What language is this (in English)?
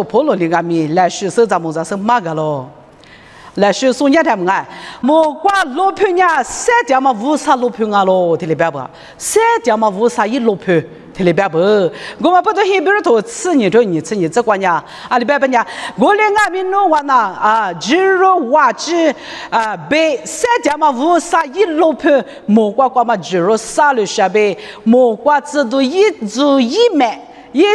Lisu